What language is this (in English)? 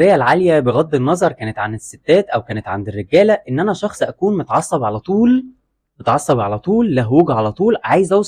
Egyptian Arabic